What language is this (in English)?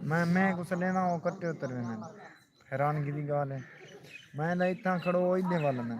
Saraiki